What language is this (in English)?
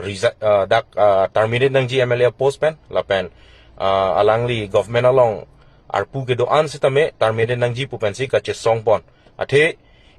Karbi